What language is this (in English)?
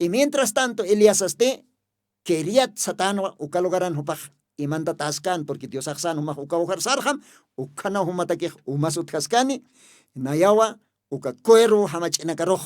Aymara